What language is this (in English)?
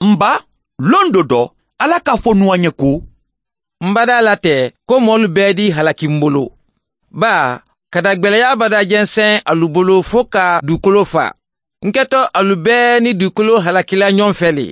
Mandingo